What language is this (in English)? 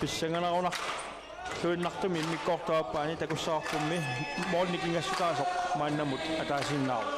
Kalaallisut